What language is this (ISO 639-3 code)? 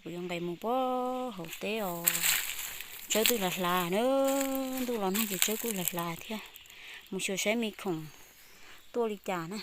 hmn